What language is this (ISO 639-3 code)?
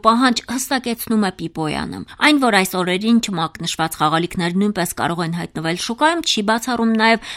hye